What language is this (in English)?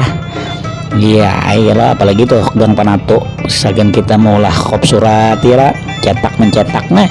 Banjar